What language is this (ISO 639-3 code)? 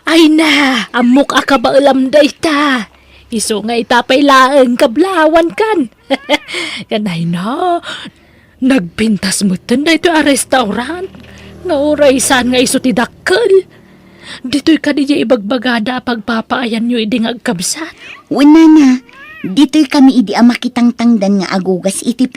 ilo